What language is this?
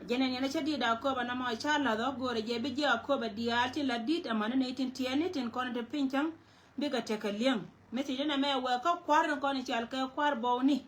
Nuer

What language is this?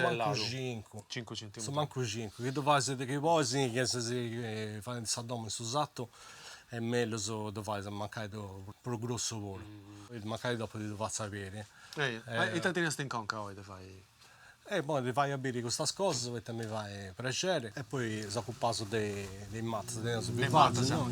Sardinian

